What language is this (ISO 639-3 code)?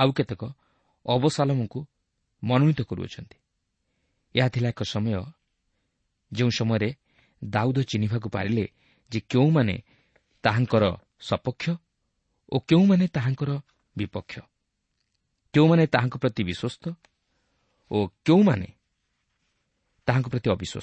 ori